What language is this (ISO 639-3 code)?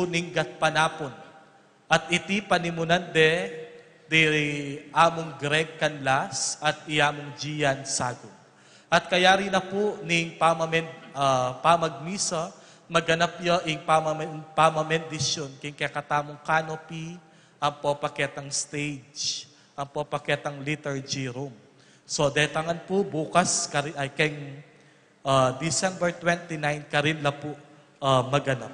pam